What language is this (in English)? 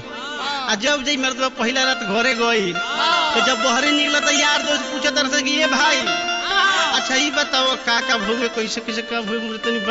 Bhojpuri